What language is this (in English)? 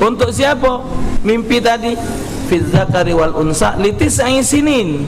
Musi